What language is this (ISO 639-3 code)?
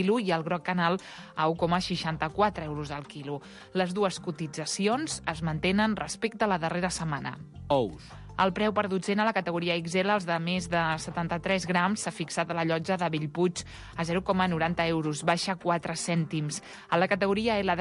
cat